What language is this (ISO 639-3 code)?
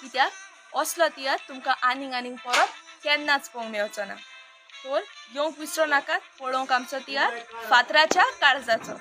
kok